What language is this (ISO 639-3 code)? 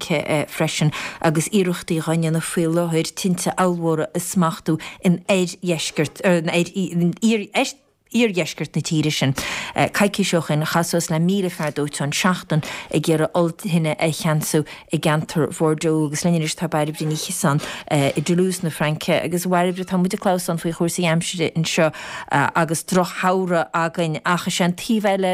gle